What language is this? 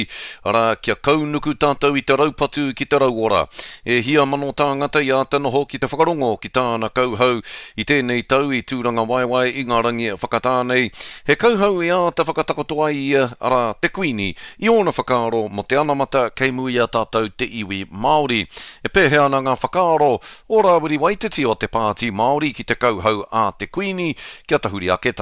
Māori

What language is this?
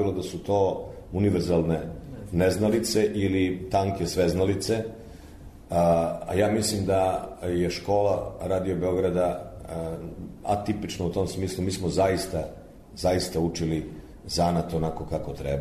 Serbian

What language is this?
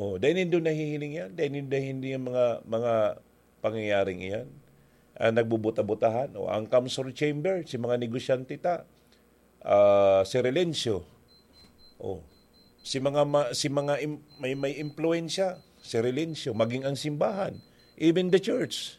Bikol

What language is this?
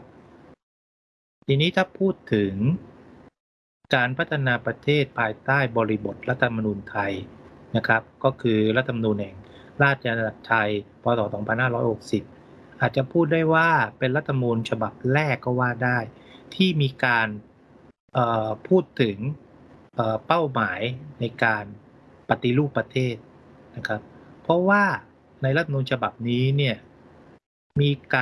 Thai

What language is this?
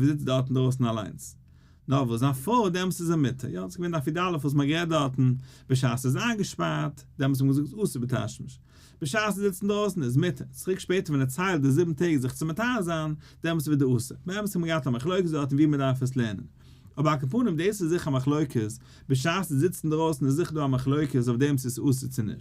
Yiddish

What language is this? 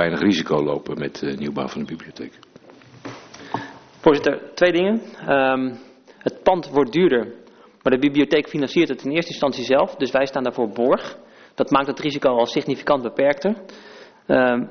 Dutch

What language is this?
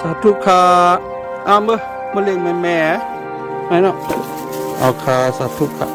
Shan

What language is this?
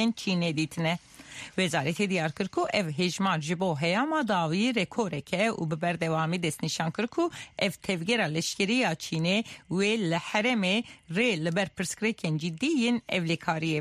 Kurdish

